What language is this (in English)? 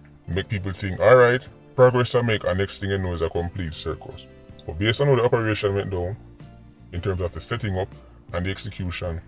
Jamaican Creole English